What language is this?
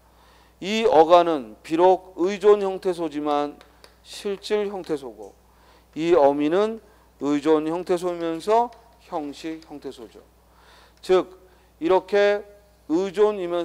Korean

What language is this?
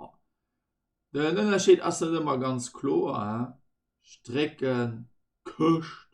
Luxembourgish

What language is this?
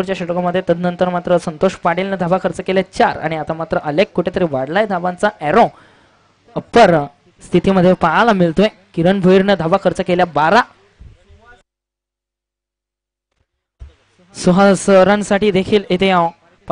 Marathi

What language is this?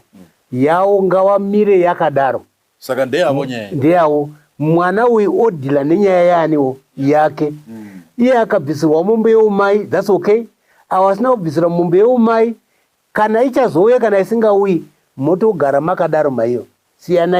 Shona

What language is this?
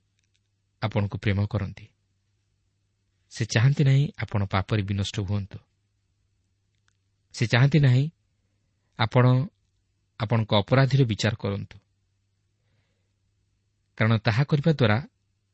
Odia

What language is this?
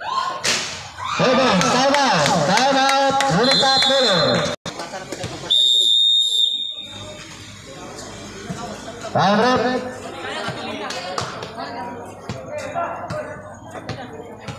Cebuano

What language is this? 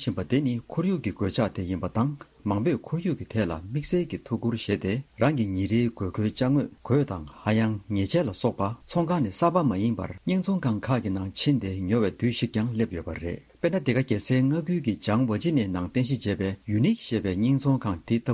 Tibetan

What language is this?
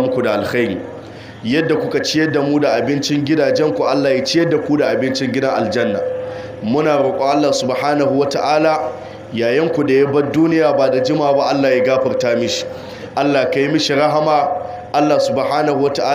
Hausa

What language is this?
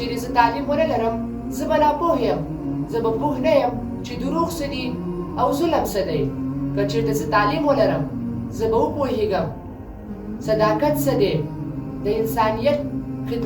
Pashto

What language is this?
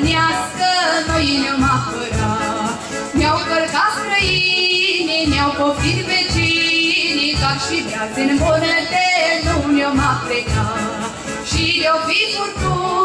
Romanian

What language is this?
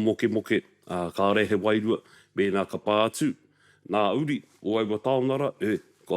Māori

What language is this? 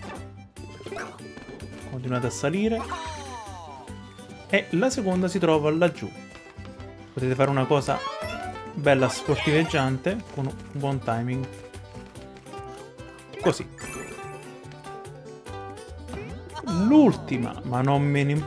Italian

